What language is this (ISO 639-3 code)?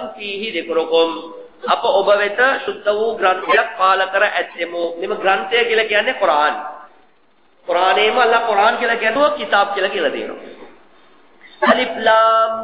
tam